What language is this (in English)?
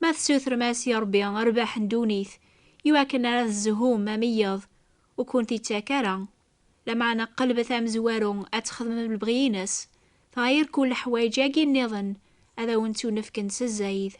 Kabyle